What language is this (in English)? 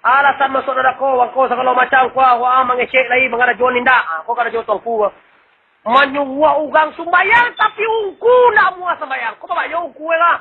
Minangkabau